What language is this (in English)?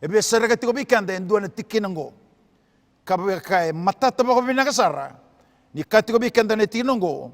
Fijian